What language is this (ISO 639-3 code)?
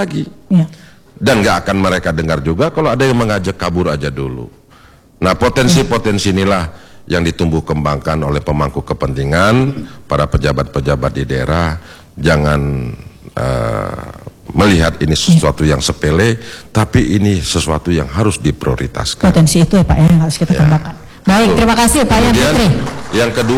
ind